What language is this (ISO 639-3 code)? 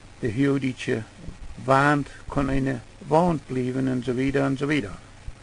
pdt